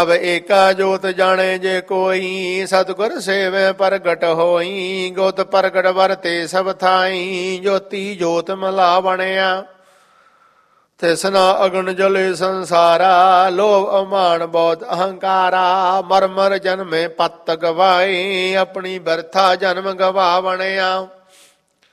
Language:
Punjabi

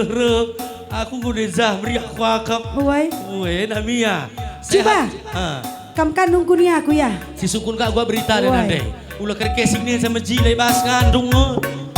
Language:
Batak Karo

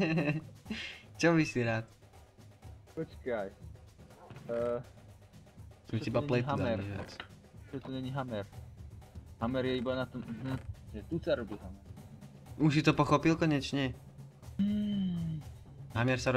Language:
Slovak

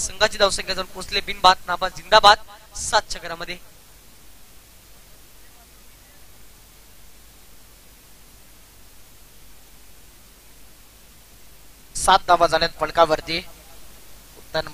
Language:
Marathi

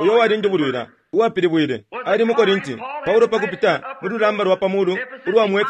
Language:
Bemba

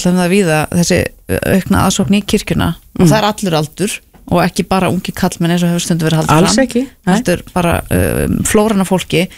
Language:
Icelandic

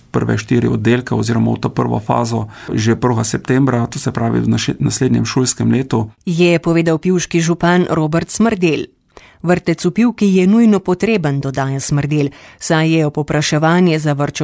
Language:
Slovenian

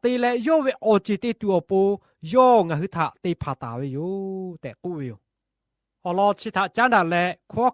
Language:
Lahu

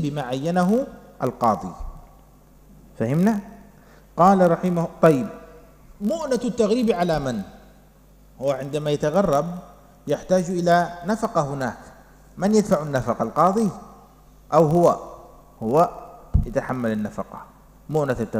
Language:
Arabic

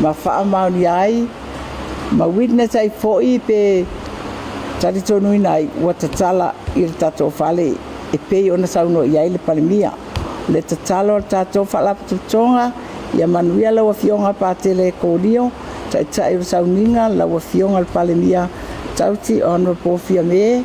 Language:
Samoan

